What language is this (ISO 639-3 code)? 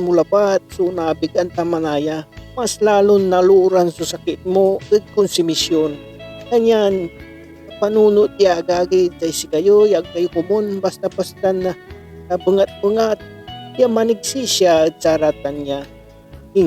pag